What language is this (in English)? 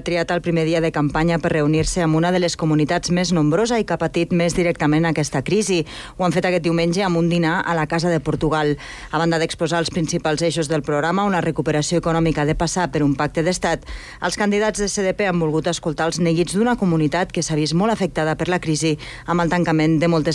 Catalan